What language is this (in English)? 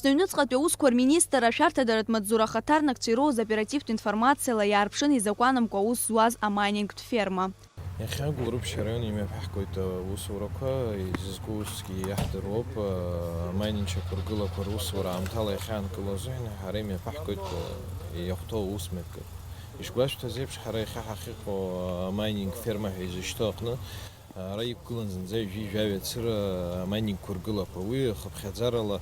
Abkhazian